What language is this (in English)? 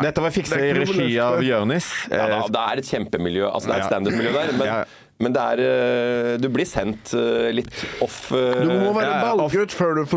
Norwegian